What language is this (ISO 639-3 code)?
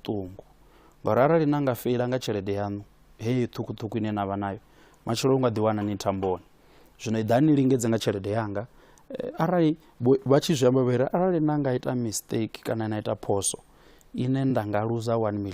ven